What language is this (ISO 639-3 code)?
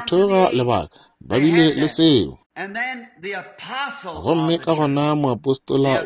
nso